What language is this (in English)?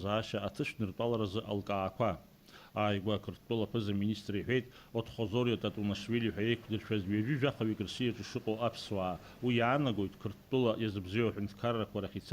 Abkhazian